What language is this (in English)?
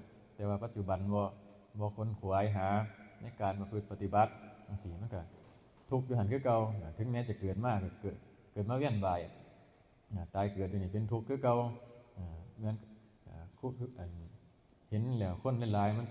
Northeastern Thai